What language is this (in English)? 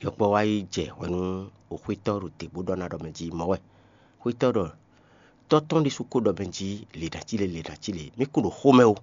Fon